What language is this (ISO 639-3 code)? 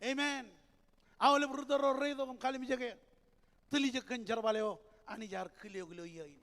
mah